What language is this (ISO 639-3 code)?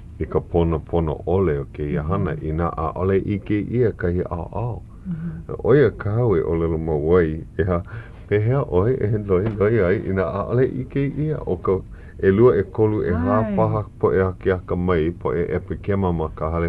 haw